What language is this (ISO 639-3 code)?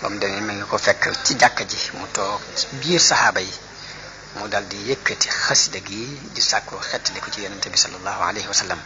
wol